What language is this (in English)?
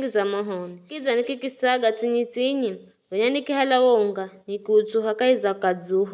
Giryama